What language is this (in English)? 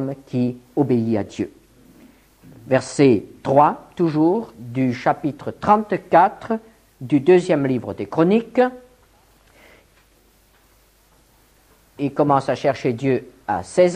French